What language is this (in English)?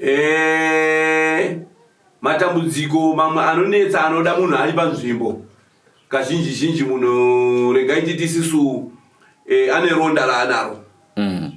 Shona